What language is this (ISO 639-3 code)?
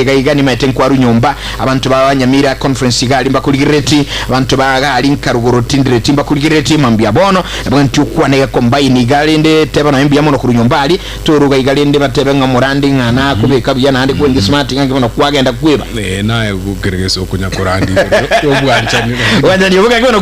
guz